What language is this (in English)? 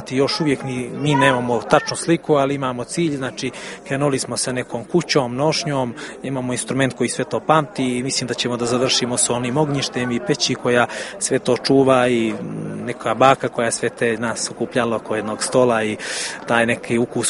Serbian